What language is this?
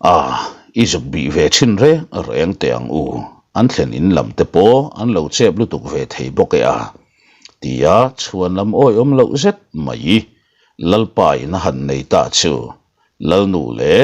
Mizo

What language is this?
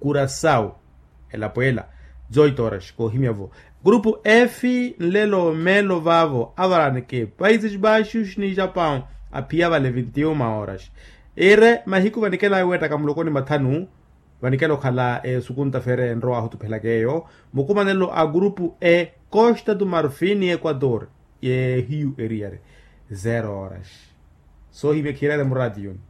Makhuwa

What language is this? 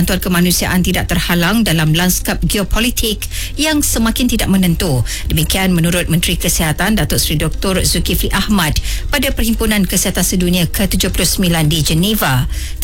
Malay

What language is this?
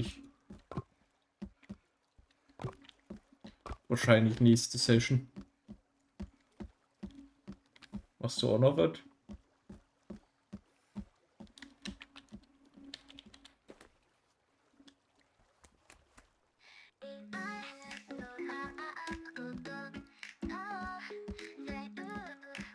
German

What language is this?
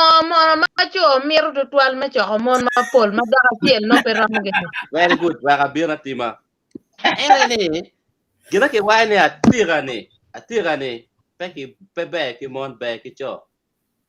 Acoli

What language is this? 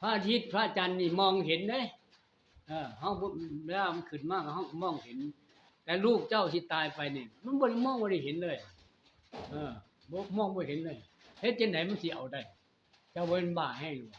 Northeastern Thai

